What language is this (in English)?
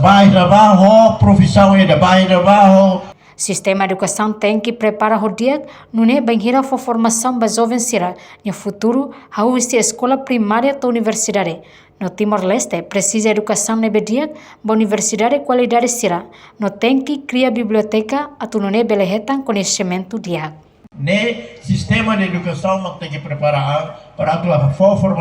Tetum